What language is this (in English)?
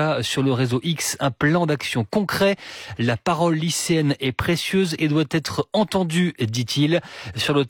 French